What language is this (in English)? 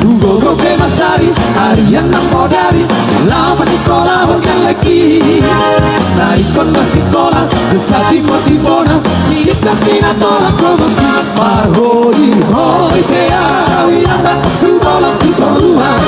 Batak Toba